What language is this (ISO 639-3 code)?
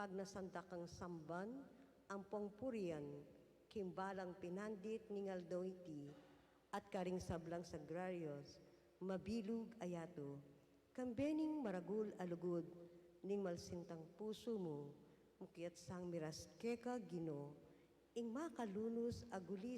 pam